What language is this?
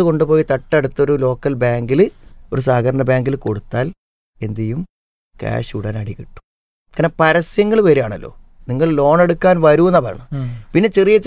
Malayalam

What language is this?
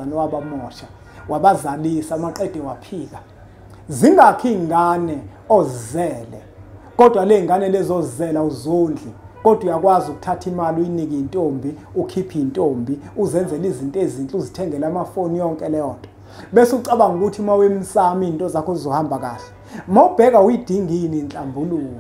Zulu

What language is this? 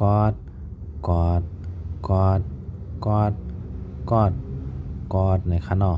Shan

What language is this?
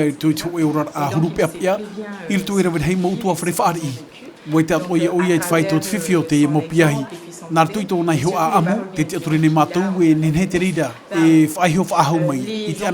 Tahitian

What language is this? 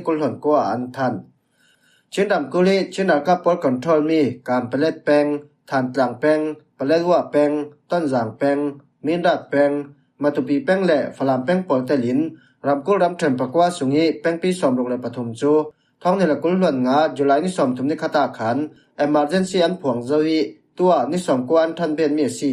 Falam Chin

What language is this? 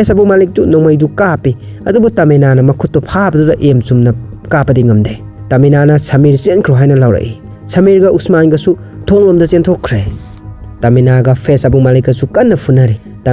Manipuri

